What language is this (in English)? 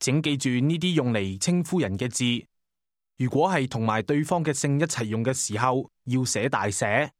Cantonese